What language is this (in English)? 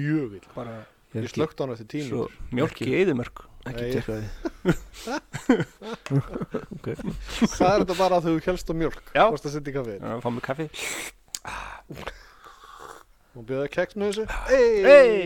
Icelandic